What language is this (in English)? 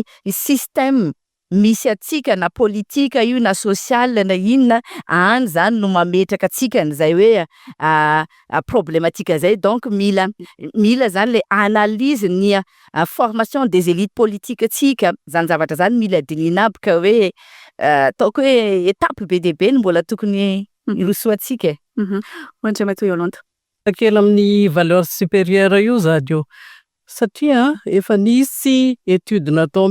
Malagasy